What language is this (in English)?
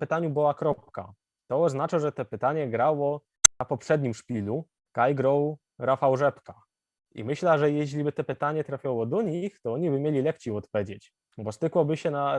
Silesian